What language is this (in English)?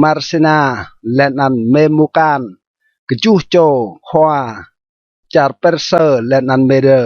Rade